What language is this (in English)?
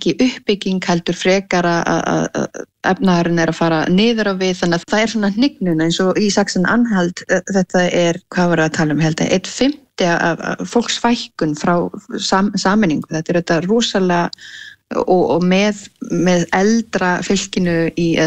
Icelandic